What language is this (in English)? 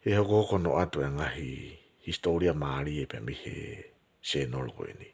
Tongan